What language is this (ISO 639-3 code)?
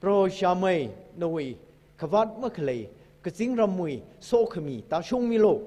nmf